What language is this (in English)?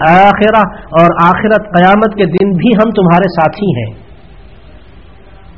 Urdu